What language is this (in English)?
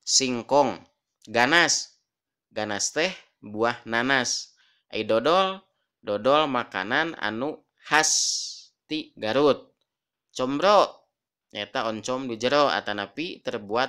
Sundanese